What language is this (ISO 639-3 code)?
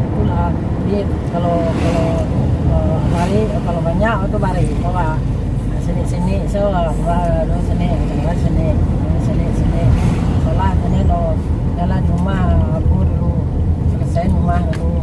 min